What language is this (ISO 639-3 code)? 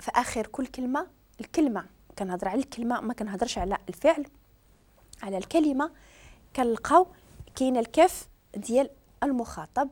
ary